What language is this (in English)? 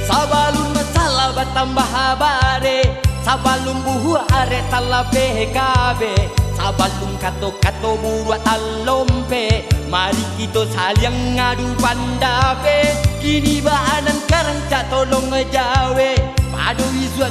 Minangkabau